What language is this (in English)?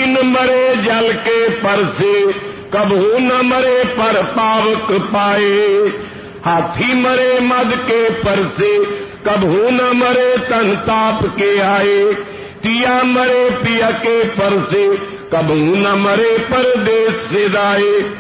Punjabi